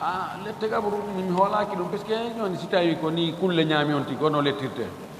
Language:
Fula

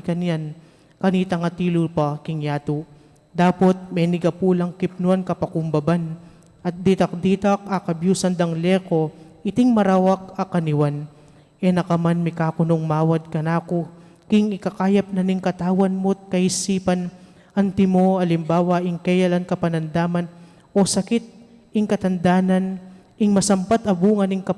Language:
Pampanga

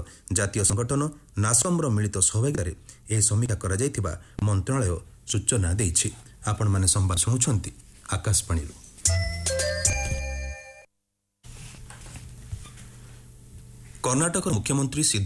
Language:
Odia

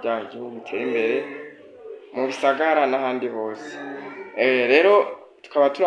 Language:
Rundi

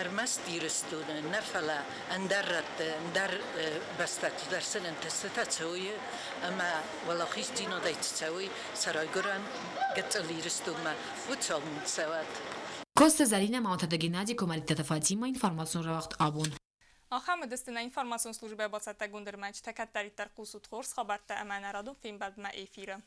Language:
Ossetic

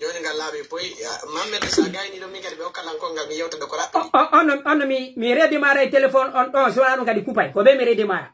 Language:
Pular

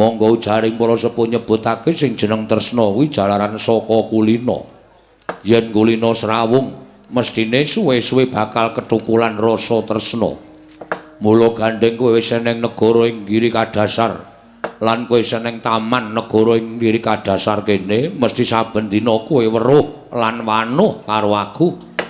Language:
Javanese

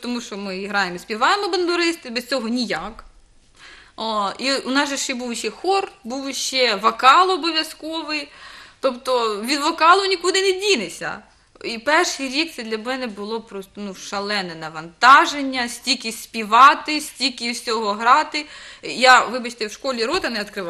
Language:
Ukrainian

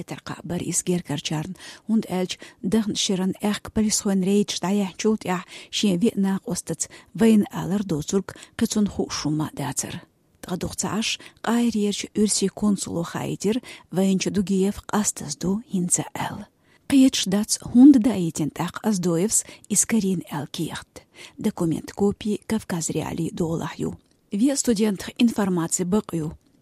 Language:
Chechen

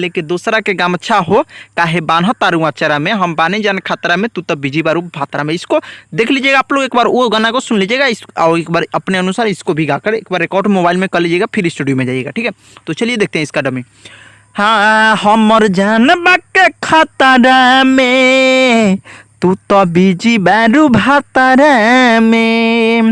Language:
Bhojpuri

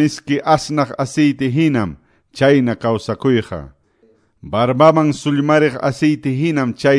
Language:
Quechua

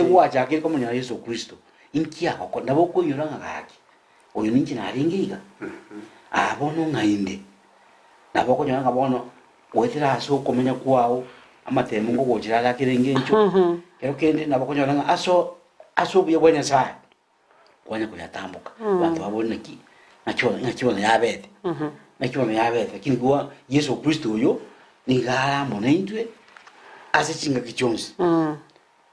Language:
Gusii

